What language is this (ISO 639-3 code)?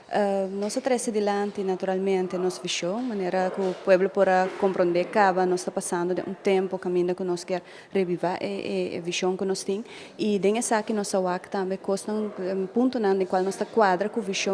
pap